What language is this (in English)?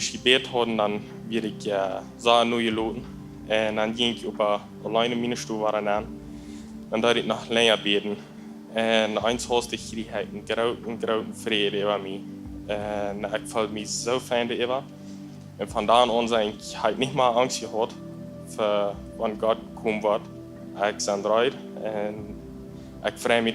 Plautdietsch